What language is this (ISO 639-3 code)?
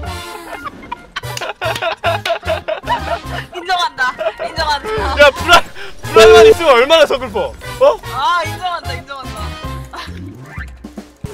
kor